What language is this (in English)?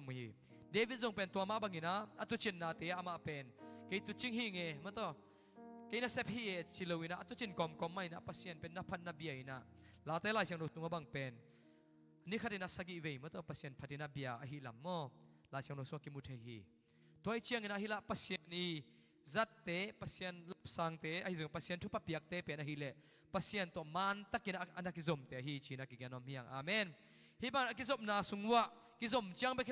Tedim Chin